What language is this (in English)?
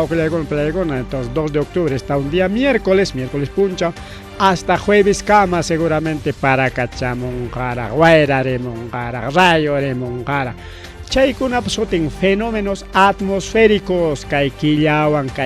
Ayacucho Quechua